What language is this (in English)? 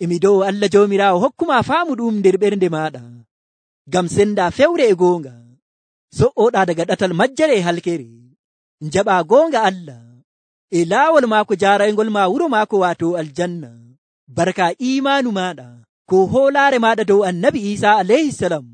Nigerian Fulfulde